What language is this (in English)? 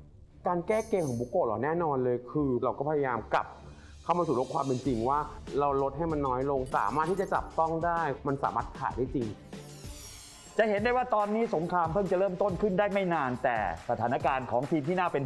Thai